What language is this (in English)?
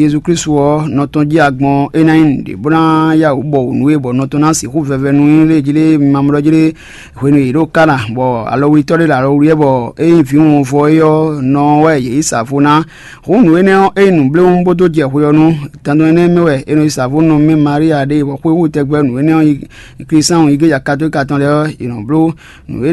Fon